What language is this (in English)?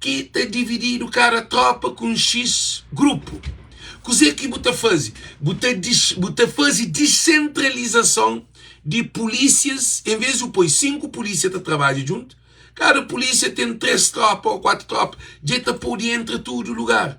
Kabuverdianu